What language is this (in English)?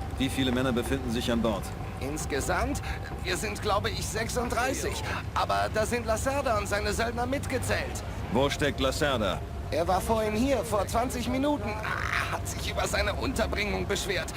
Bavarian